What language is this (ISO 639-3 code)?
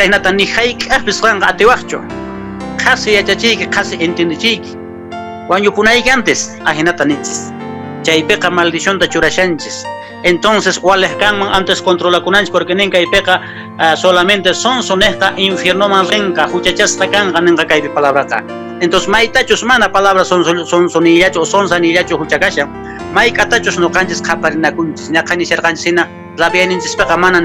que